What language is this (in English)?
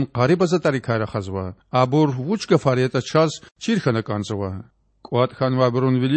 Lezghian